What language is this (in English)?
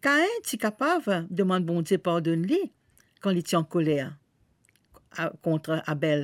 Morisyen